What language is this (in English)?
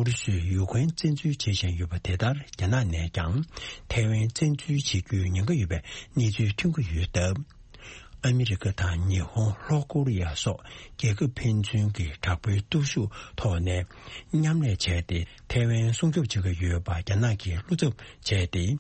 Tibetan